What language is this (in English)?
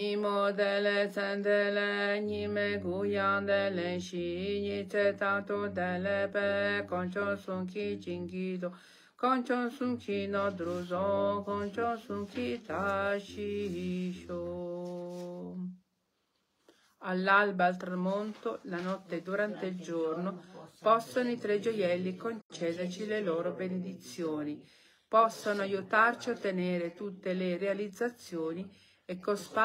Italian